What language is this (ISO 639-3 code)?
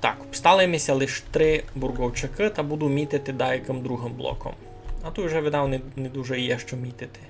rue